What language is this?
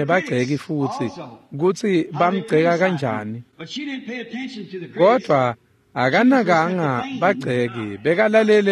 Swati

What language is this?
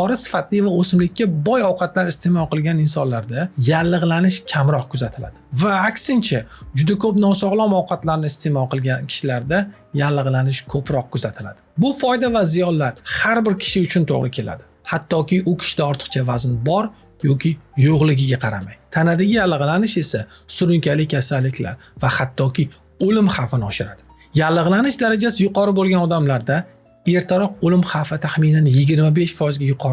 Uzbek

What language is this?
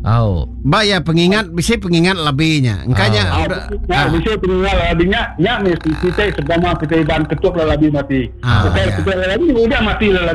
Iban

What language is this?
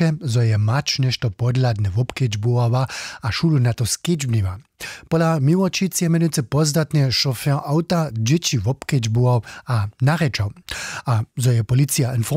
Upper Sorbian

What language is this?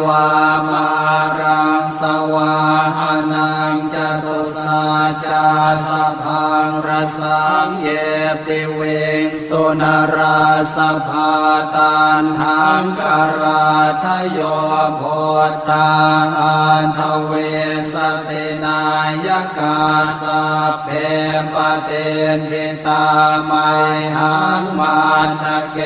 Pali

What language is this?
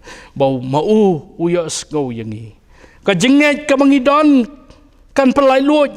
Khasi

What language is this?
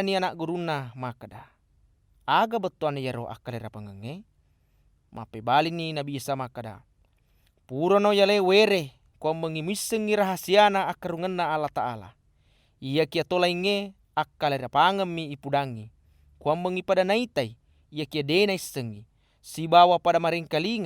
Buginese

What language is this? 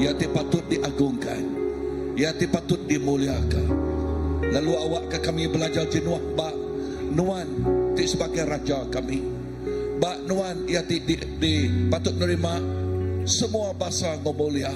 Iban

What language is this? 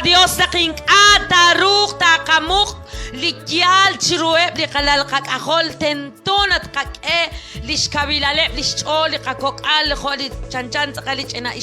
Kekchí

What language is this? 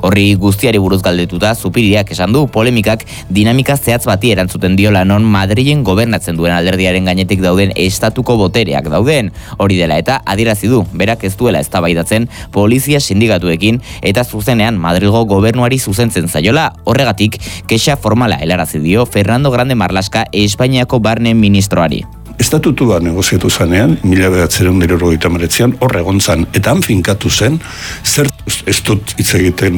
Basque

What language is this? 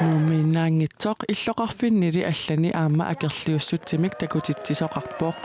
Kalaallisut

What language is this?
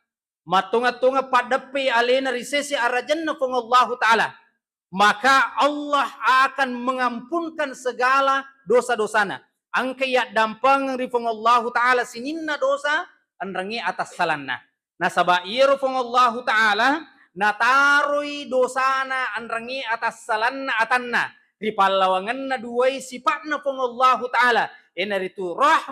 Buginese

